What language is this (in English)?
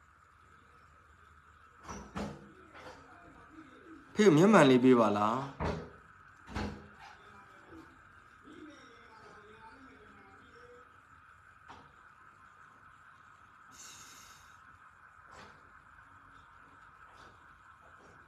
Burmese